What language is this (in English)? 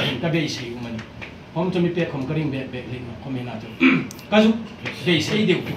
Hmar